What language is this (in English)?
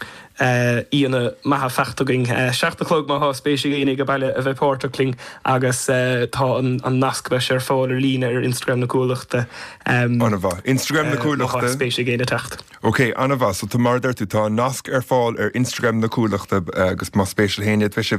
Irish